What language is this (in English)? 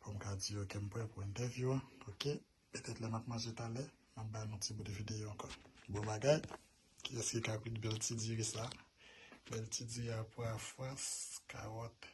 Haitian Creole